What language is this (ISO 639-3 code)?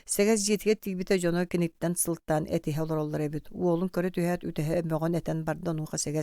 sah